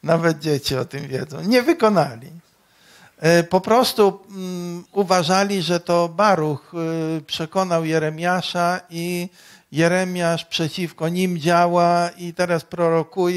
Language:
Polish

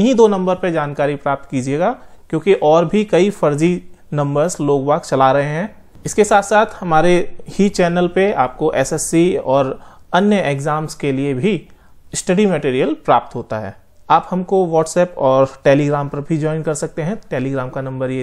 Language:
Hindi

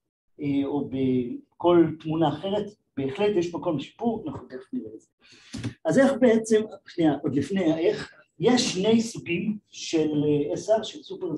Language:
Hebrew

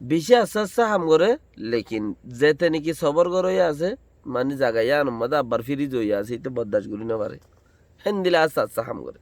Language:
Rohingya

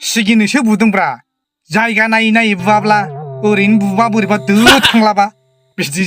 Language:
Bodo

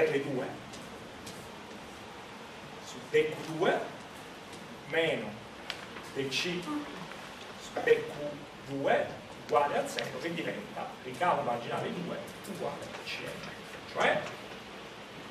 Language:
Italian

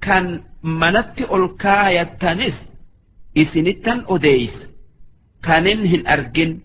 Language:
Oromo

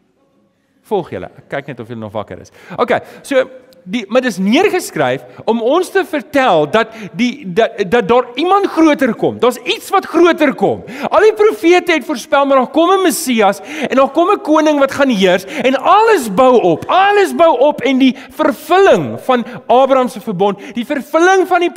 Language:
Afrikaans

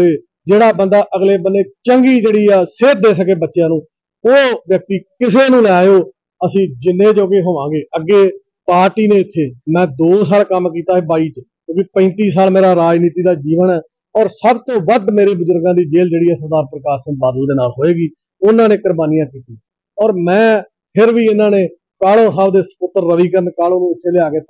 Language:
Punjabi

